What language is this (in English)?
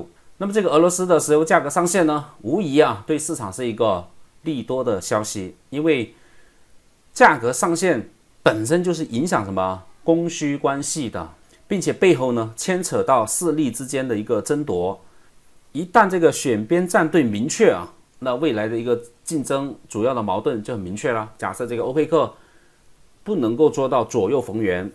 Chinese